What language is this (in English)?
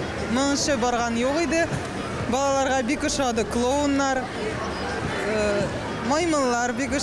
Tatar